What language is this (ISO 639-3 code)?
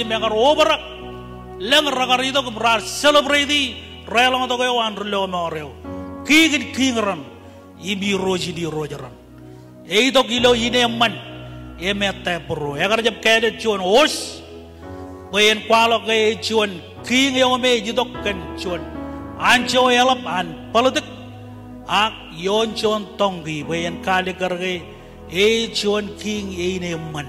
mah